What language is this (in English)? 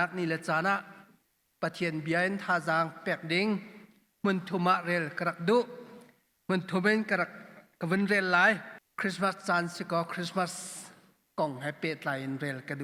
Hakha Chin